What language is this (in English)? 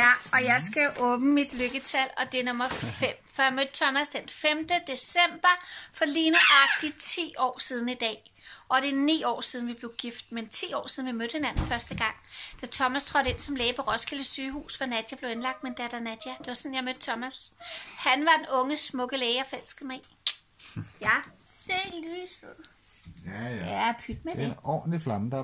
Danish